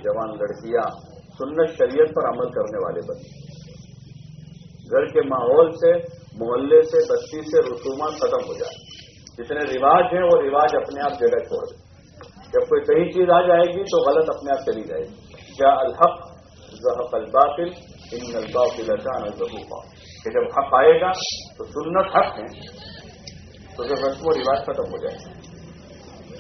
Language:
Urdu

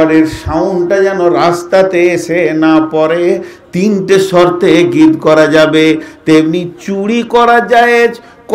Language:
Bangla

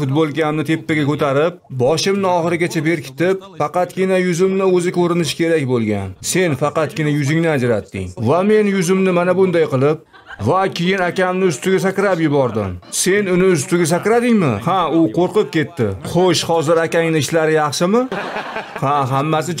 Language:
Uzbek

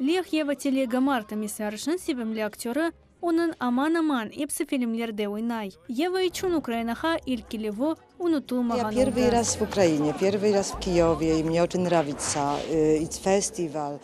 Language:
Crimean Tatar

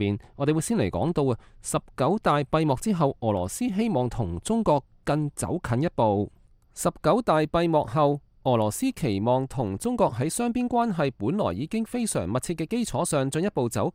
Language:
Cantonese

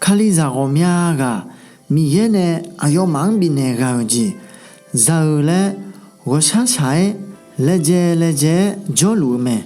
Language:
Akha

